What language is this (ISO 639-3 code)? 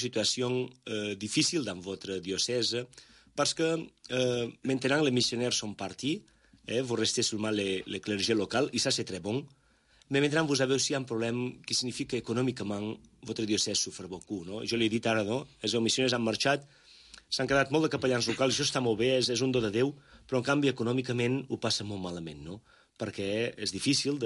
cat